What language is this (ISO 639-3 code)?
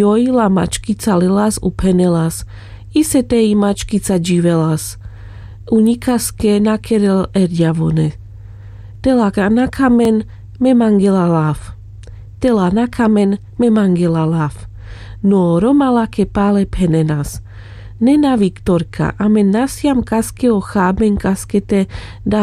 rmc